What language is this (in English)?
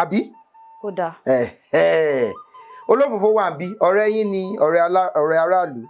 Yoruba